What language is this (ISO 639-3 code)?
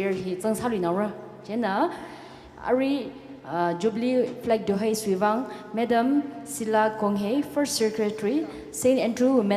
nmf